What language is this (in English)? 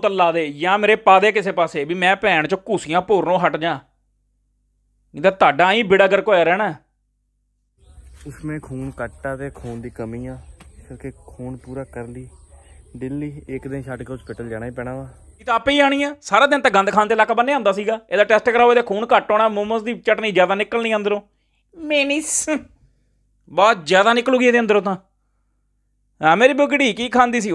Punjabi